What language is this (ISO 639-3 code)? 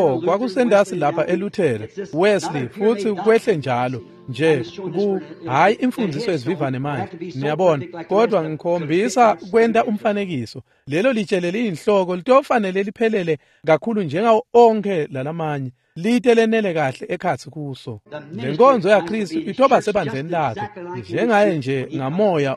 ssw